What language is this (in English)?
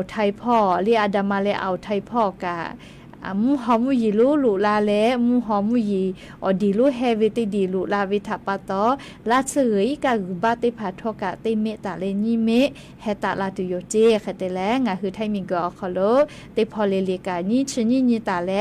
Lahu